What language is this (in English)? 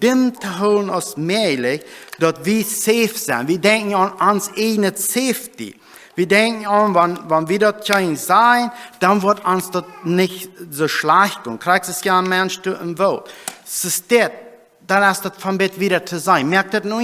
Plautdietsch